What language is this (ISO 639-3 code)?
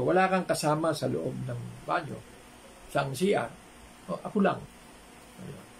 fil